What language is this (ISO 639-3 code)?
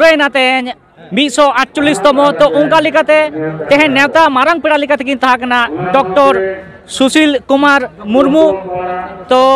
sat